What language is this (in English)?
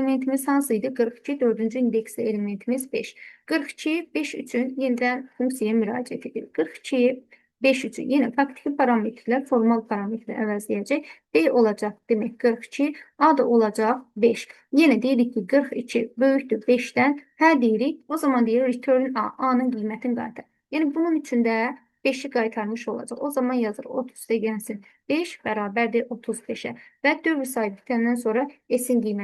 Azerbaijani